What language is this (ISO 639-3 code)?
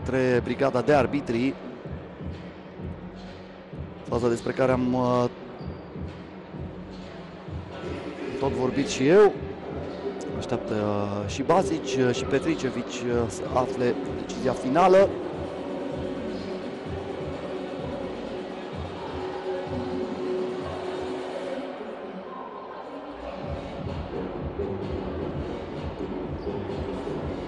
ron